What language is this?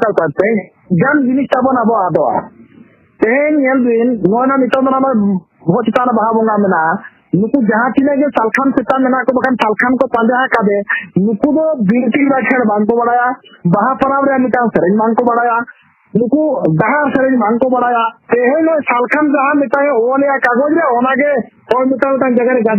Santali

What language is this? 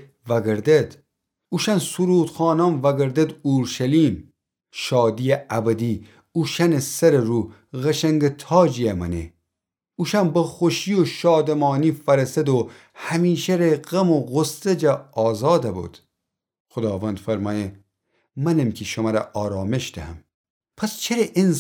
Gilaki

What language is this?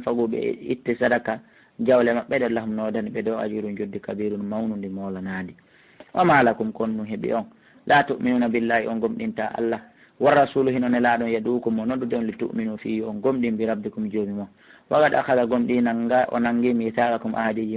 Fula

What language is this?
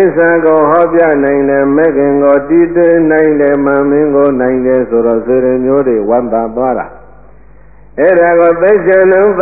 Burmese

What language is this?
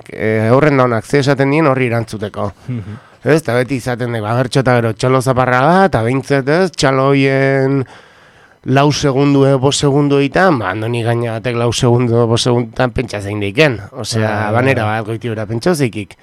Basque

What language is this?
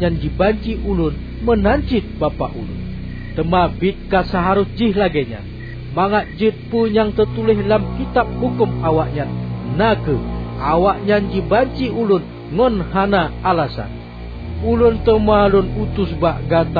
Achinese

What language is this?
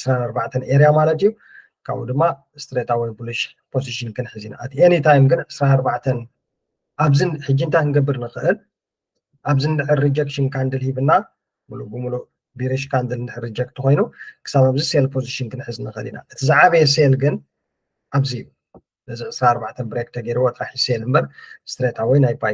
Tigrinya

